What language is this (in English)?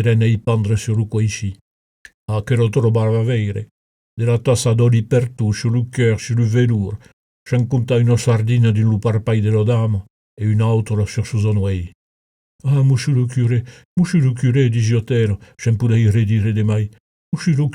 Occitan